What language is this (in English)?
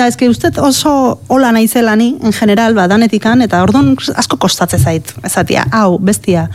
Basque